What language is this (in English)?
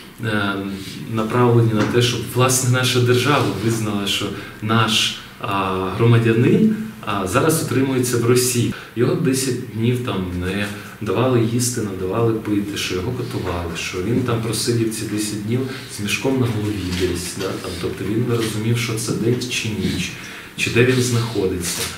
Ukrainian